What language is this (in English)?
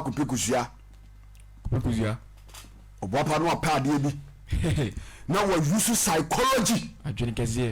Akan